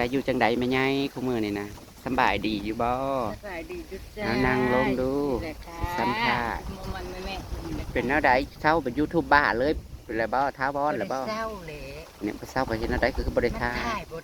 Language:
Northeastern Thai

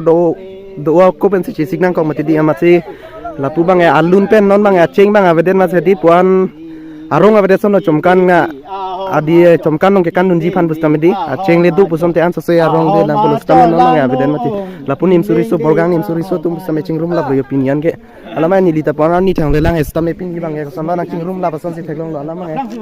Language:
Karbi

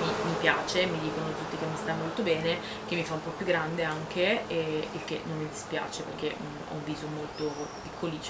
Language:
Italian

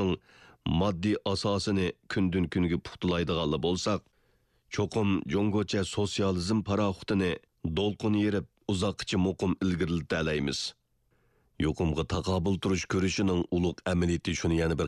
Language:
Uyghur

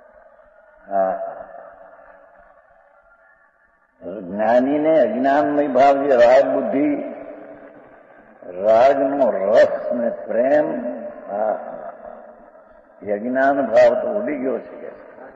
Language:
Gujarati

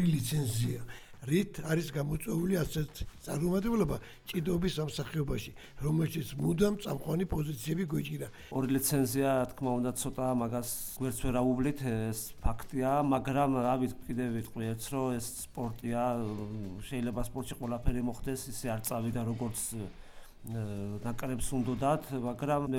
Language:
Georgian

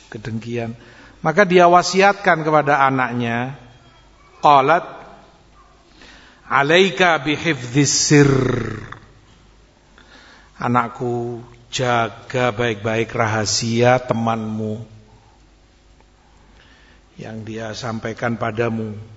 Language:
Indonesian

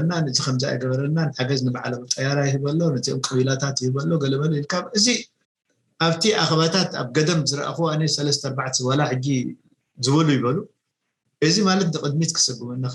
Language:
Tigrinya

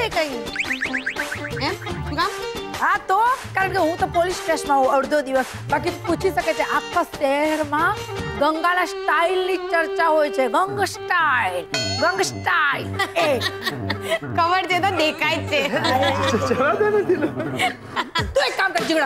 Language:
Gujarati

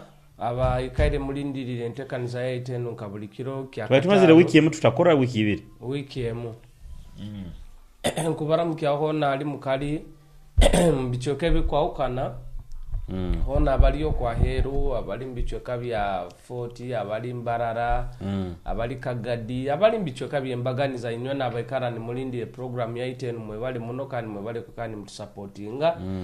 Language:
Nyoro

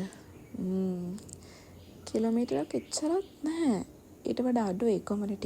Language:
Sinhala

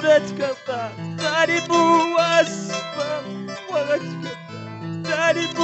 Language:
Quechua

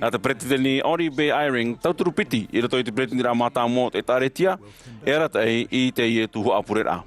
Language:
Tahitian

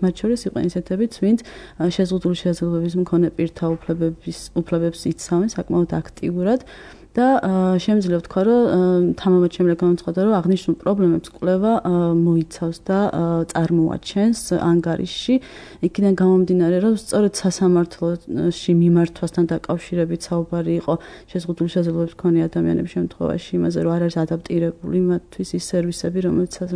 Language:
Georgian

